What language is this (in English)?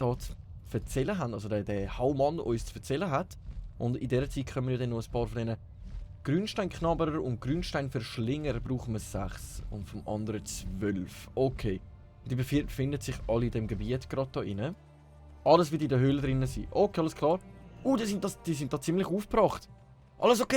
Swiss German